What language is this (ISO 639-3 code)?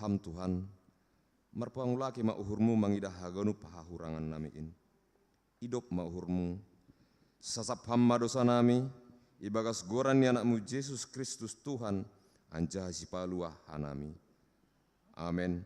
bts